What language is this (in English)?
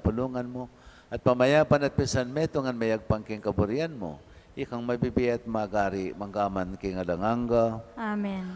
Pampanga